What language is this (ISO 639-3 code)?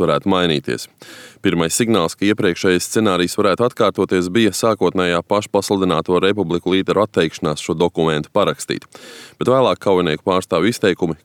lav